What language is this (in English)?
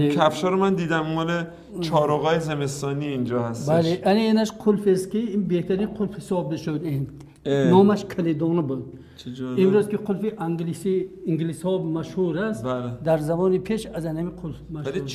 Persian